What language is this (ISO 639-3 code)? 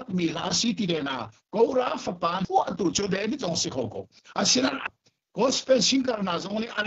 cnh